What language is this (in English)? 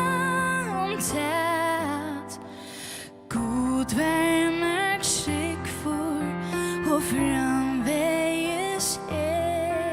Faroese